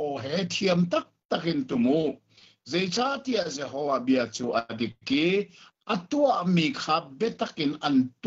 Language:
Hakha Chin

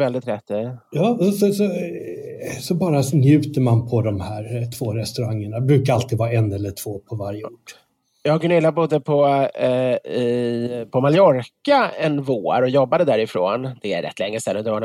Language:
Swedish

